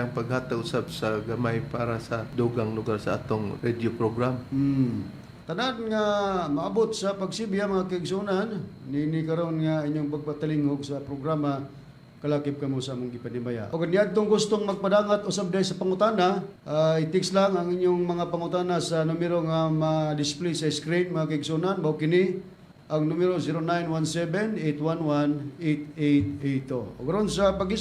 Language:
Cebuano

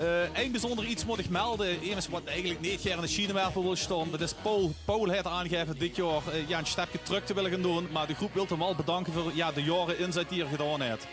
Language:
Limburgish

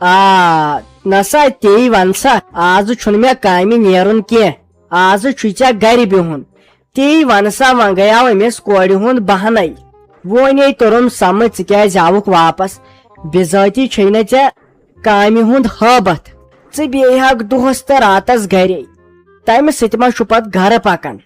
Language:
Kashmiri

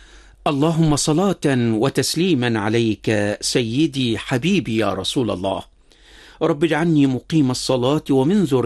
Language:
Arabic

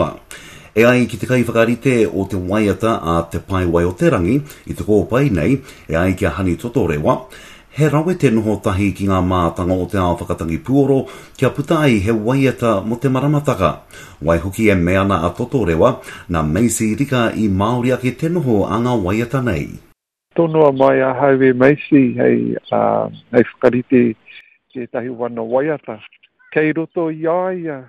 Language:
Māori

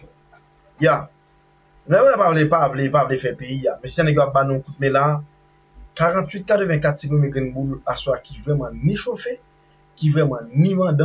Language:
Haitian Creole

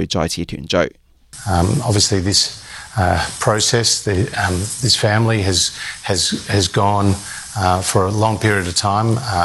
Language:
Cantonese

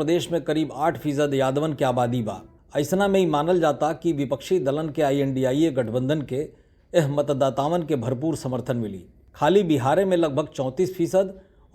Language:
Bhojpuri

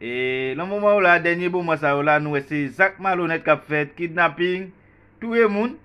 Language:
Haitian Creole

